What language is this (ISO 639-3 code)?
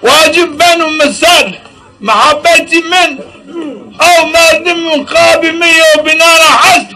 zza